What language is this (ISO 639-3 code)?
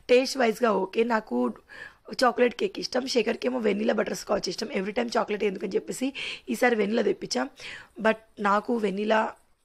tel